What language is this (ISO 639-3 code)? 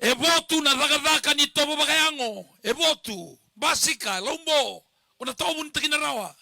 fij